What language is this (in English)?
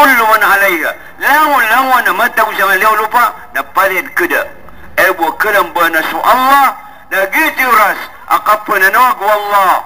Maranao